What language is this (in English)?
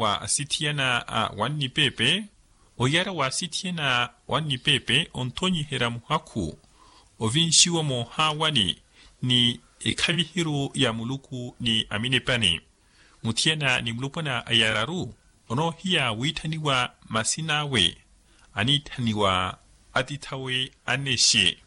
Makhuwa